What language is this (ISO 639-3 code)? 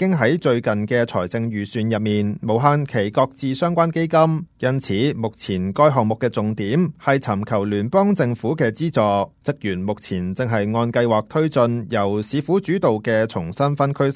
yue